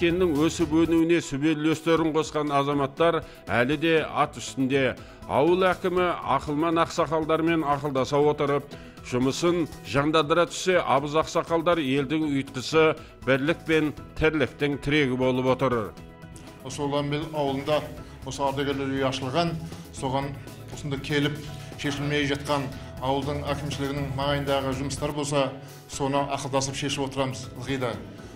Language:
Kazakh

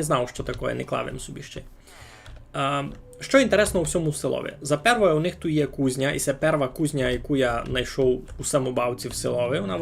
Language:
Rusyn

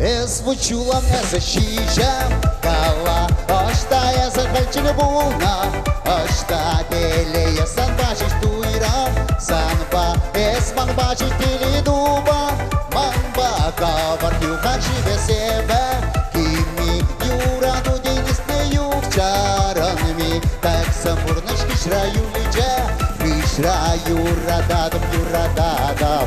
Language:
Chuvash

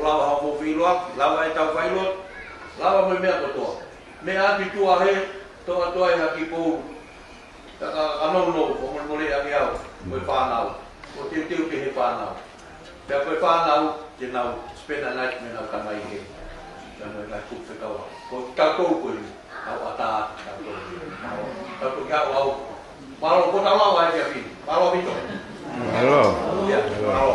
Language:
Tongan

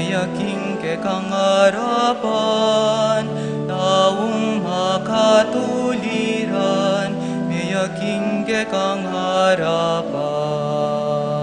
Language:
Pampanga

